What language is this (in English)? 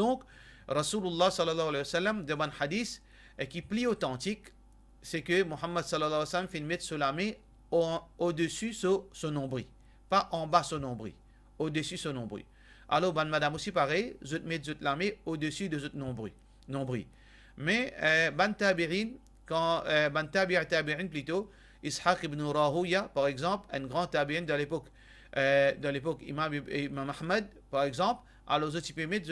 Morisyen